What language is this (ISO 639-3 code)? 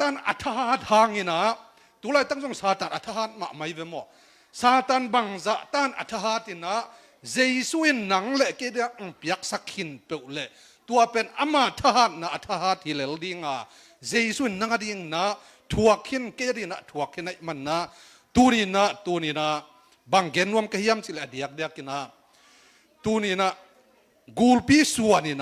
ctd